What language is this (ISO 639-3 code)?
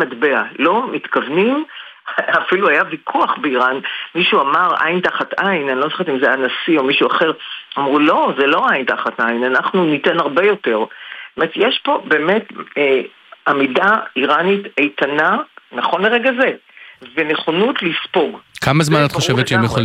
heb